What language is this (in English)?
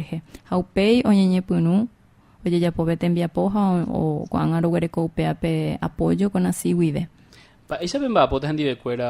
Guarani